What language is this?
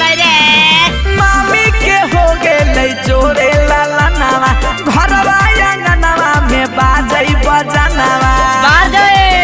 Magahi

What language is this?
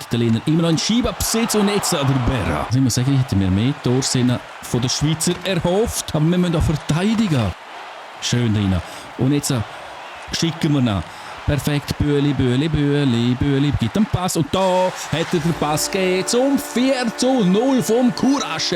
Swiss German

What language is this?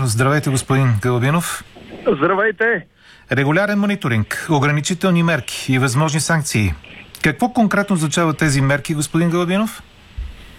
Bulgarian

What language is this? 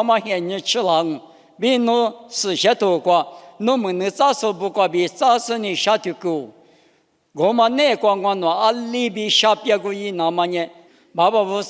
Lisu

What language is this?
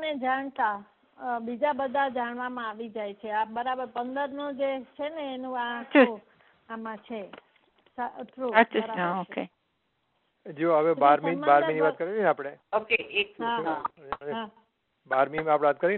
Gujarati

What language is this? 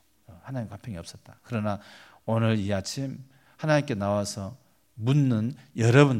Korean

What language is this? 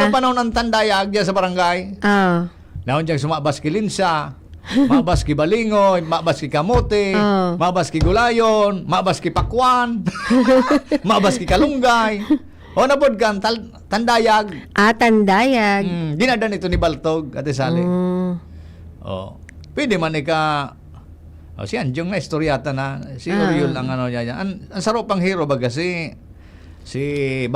Bikol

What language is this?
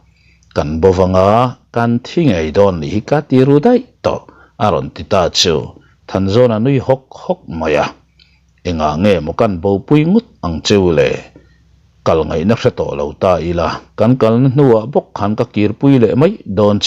Mizo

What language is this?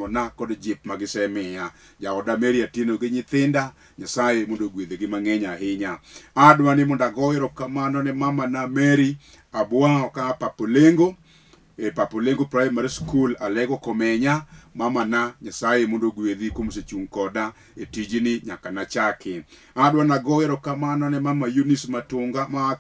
Luo (Kenya and Tanzania)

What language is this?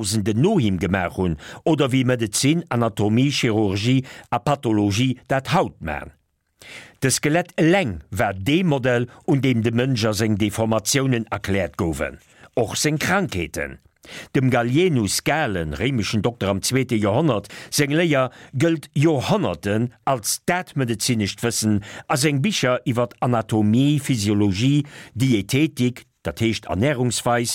Luxembourgish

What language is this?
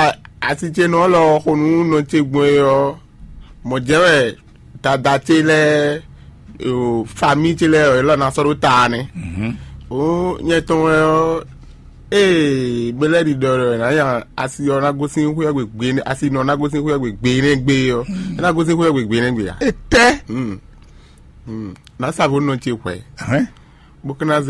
Fon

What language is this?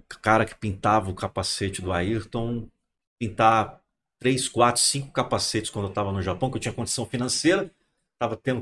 Portuguese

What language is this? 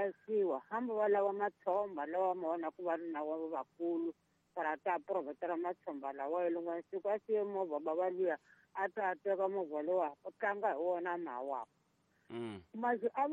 Tsonga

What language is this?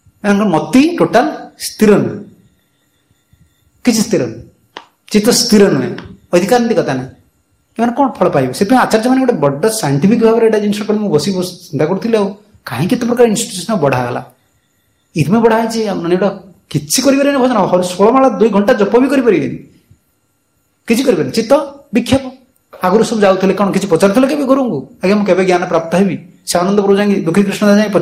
Odia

